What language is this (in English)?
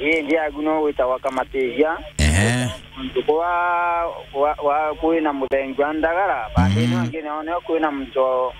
Meru